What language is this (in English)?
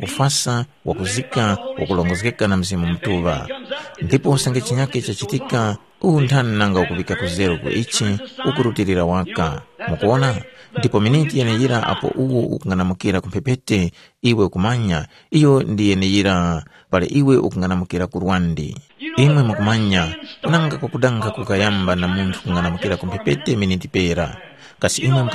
Tumbuka